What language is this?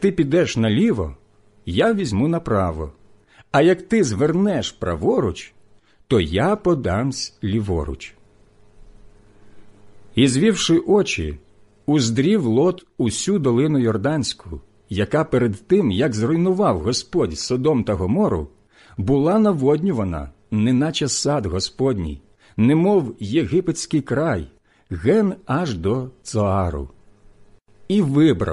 Ukrainian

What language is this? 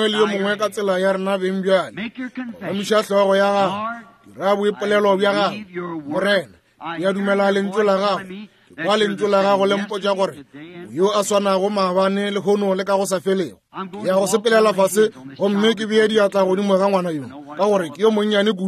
Northern Sotho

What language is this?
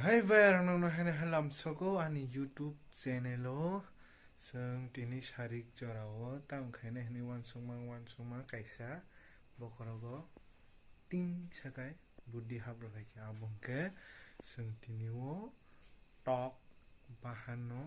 Kok Borok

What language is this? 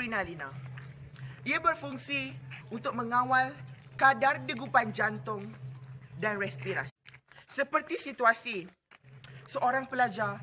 Malay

